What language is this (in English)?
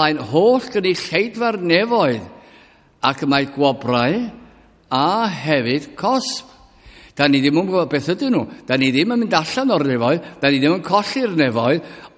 Welsh